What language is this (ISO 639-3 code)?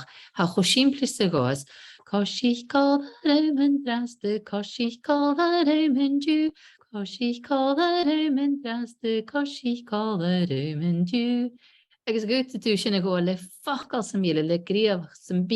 gla